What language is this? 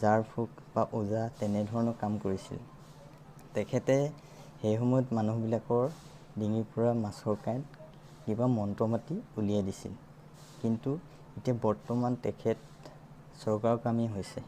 Assamese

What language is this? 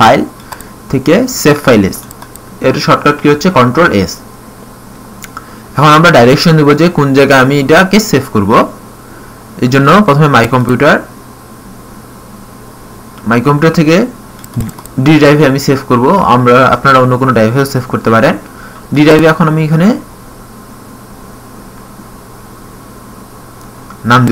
Bangla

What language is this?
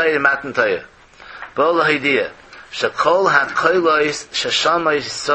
Yiddish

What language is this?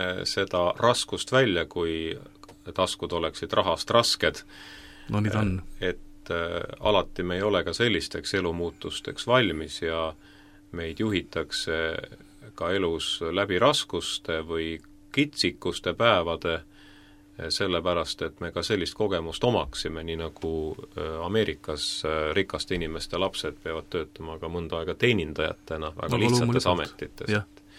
Estonian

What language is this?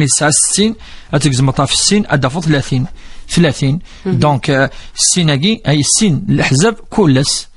Kabyle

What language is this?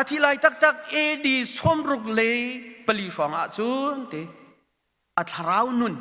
Hakha Chin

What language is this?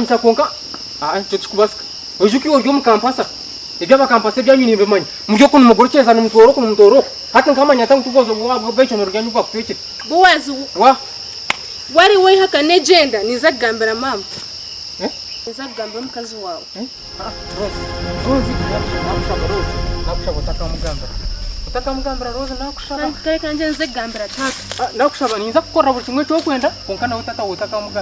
Nyankole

